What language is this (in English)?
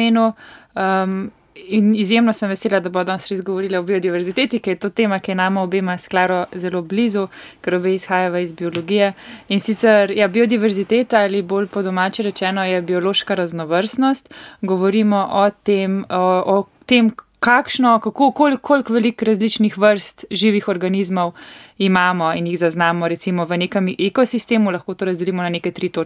Slovenian